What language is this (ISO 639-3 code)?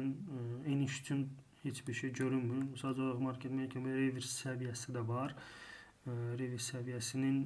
aze